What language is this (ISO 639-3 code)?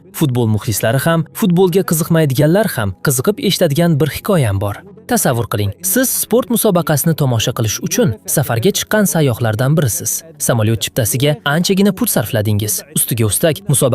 uzb